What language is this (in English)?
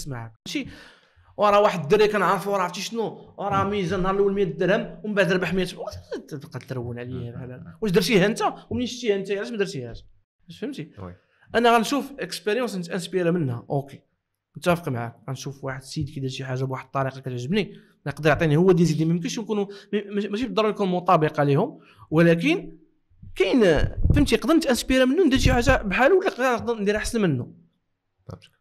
Moroccan Arabic